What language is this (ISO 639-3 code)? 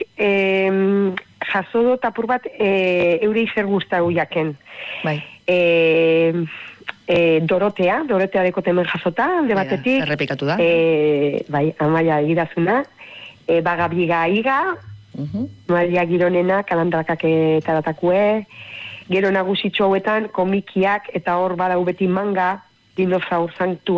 eus